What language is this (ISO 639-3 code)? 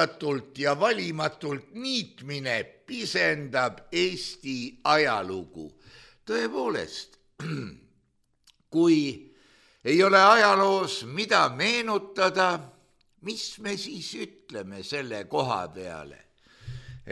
est